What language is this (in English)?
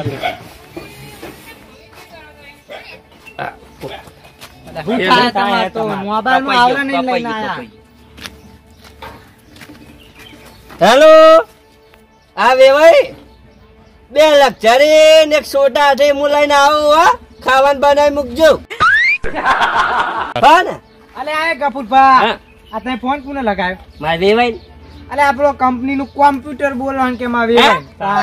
Gujarati